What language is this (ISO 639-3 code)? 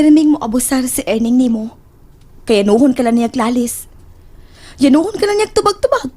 ceb